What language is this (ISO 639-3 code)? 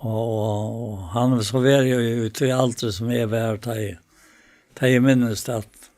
fao